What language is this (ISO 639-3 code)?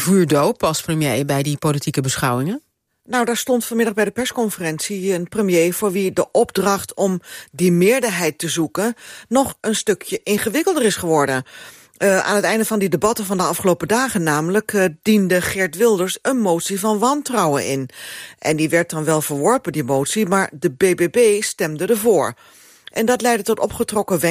nld